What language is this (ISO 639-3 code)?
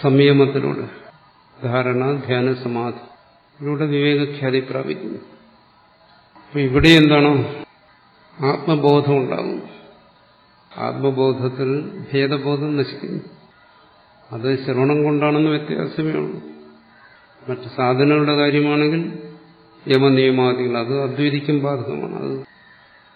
mal